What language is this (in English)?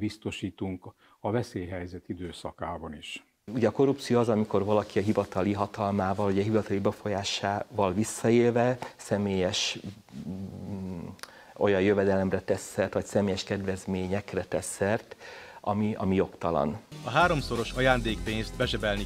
Hungarian